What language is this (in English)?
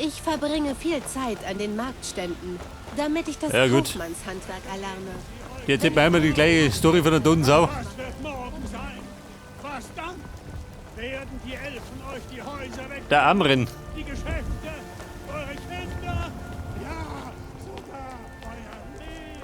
Bavarian